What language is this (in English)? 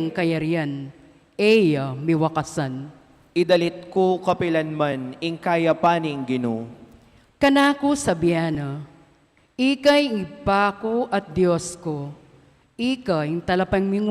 Pampanga